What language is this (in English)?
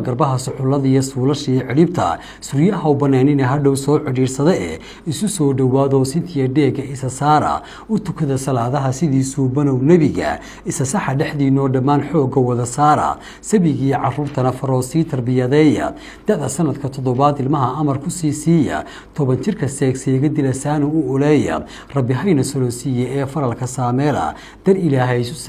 Somali